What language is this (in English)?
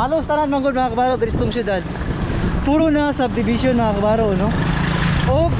Cebuano